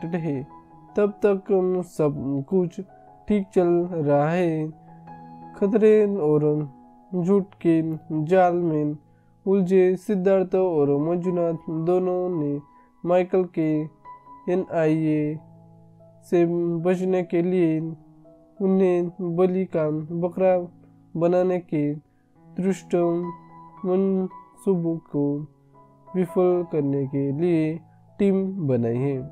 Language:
Hindi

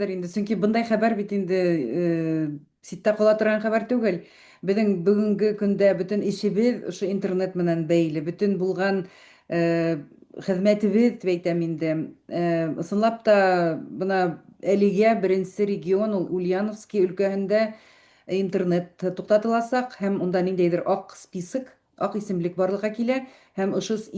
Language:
Bashkir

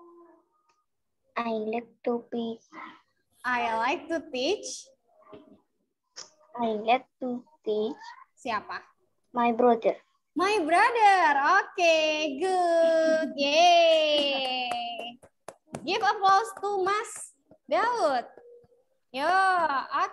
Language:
Indonesian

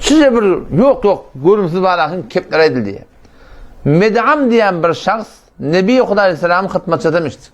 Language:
Turkmen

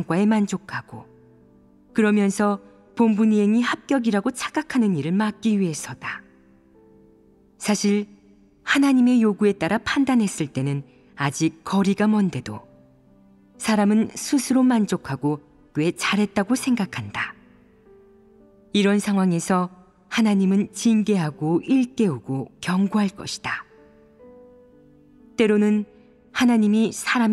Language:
Korean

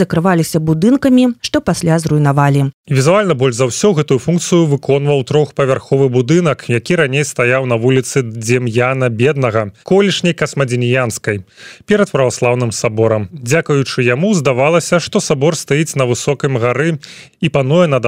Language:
Belarusian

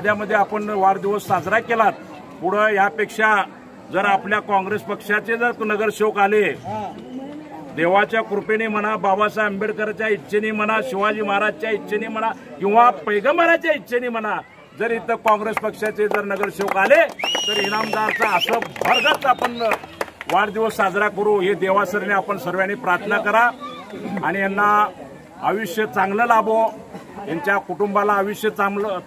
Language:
Marathi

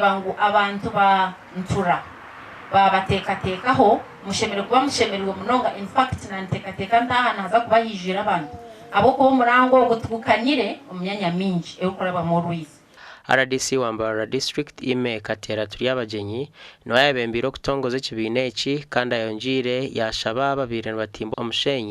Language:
Nyankole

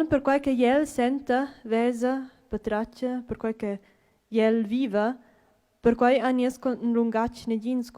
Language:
Romansh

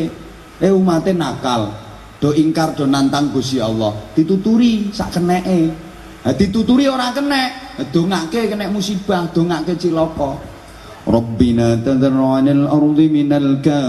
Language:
Javanese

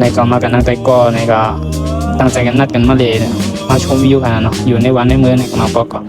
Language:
Shan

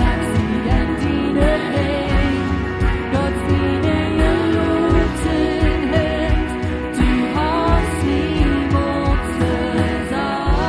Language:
Plautdietsch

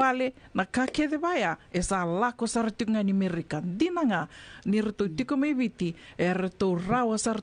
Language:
Fijian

